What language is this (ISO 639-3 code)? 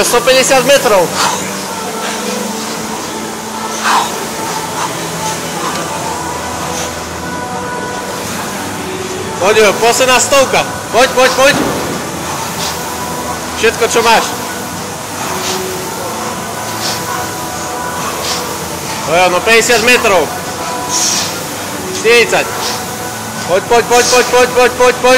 slk